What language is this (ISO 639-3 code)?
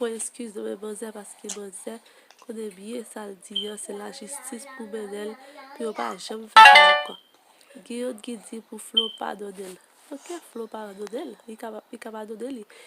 hat